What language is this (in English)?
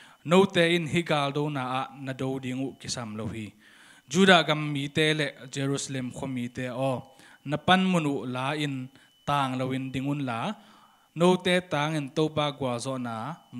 Tedim Chin